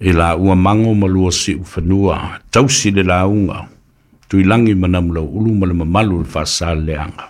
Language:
Samoan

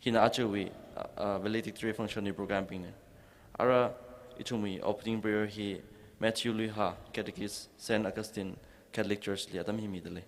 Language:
Tangkhul Naga (India)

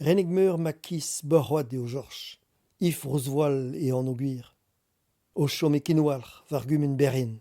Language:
Breton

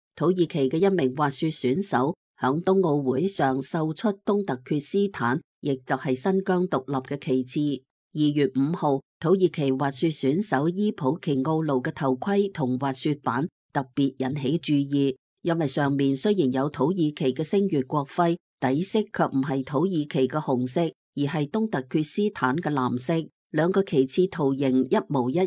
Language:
Cantonese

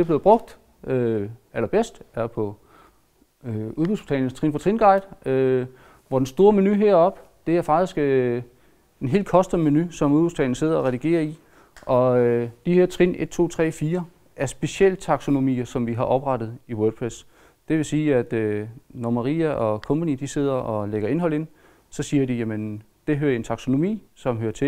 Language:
Danish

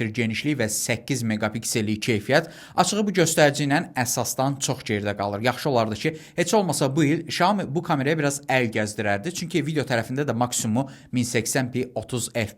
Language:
Azerbaijani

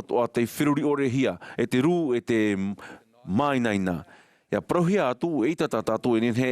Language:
Tahitian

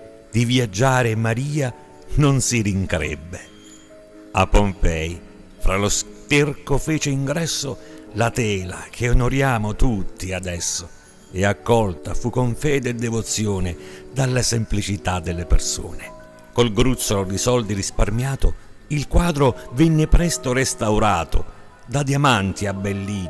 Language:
Italian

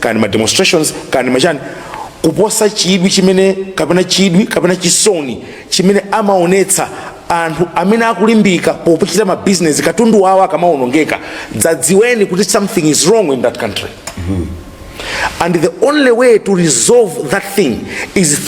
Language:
Nyanja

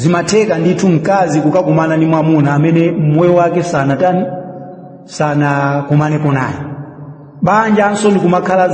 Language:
Nyanja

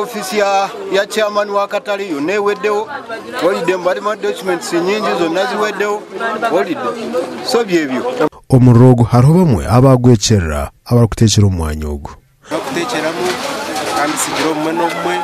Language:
Nyankole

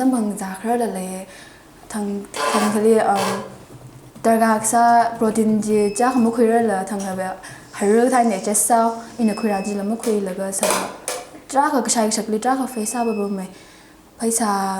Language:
Tangkhul Naga (India)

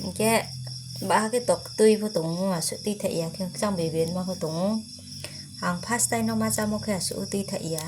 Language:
Riang (India)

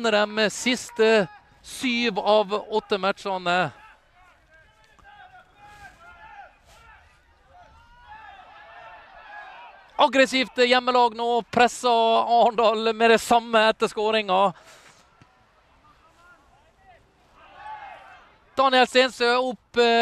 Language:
Norwegian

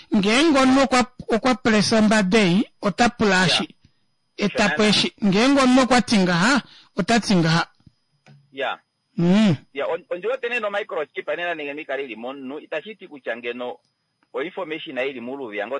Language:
Kuanyama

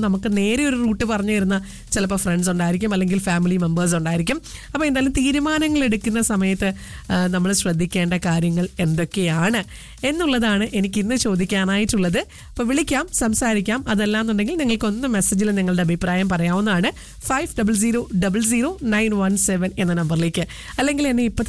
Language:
Malayalam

